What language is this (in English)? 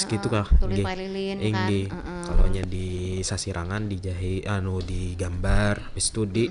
Banjar